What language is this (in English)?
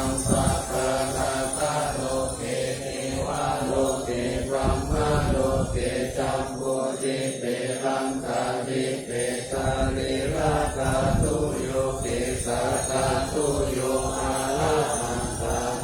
Pali